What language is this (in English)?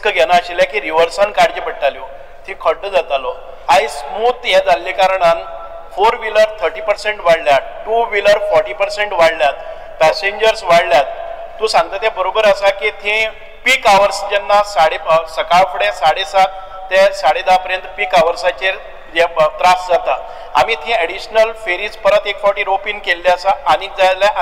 Konkani